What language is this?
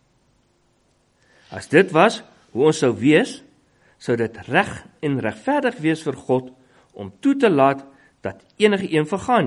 Afrikaans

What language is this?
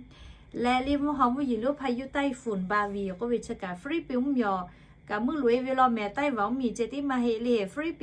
Lahu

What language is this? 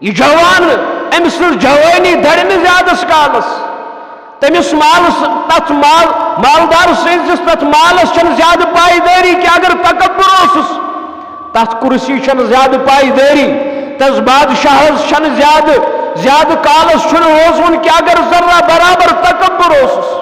Kashmiri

